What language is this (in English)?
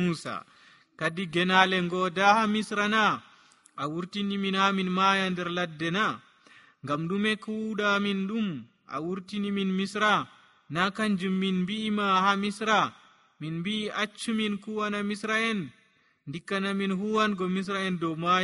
Nigerian Fulfulde